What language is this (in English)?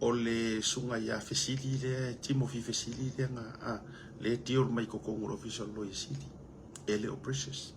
Samoan